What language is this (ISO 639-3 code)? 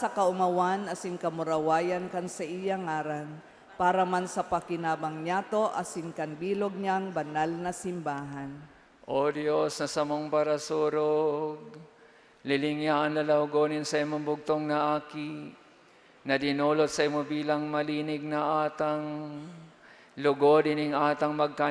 bik